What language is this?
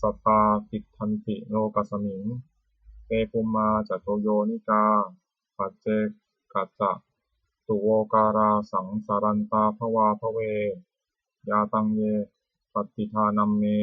Pali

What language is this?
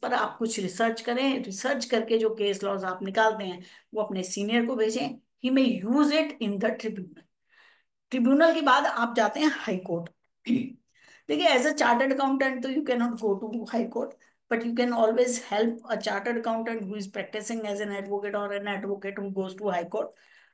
Hindi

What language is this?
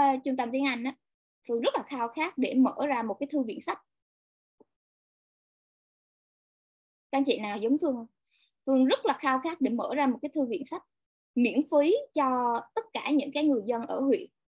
Vietnamese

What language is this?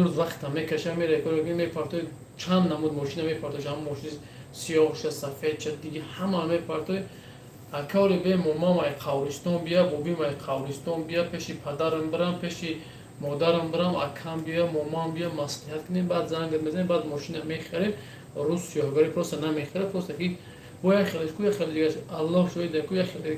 Tajik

